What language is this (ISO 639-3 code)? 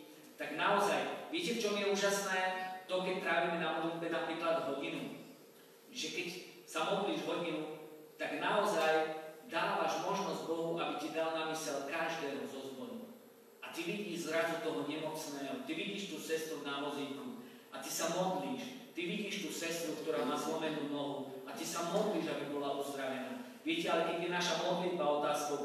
slk